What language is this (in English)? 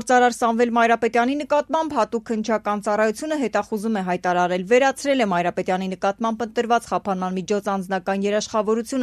Armenian